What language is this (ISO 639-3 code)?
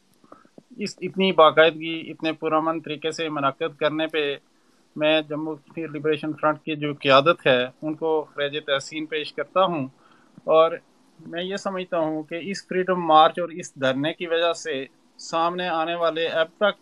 urd